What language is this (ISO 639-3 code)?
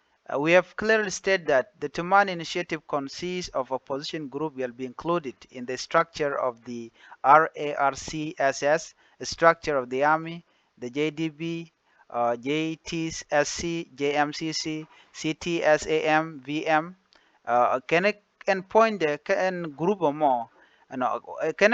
nus